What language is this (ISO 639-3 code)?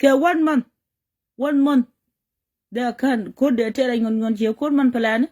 nus